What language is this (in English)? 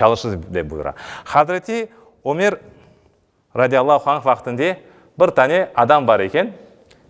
Crimean Tatar